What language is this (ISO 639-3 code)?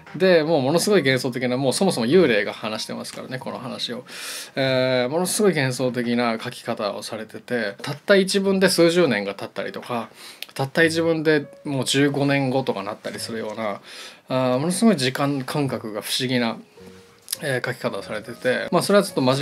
jpn